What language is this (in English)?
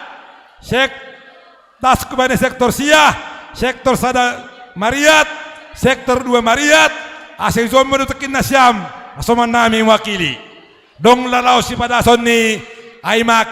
Batak Simalungun